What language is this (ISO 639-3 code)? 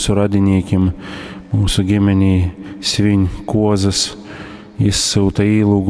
ltg